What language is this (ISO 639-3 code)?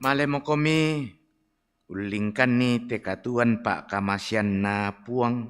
sda